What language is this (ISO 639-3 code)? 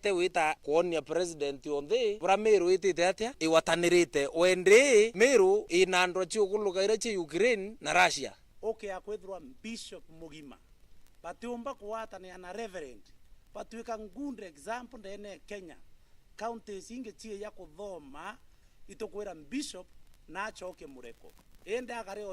mer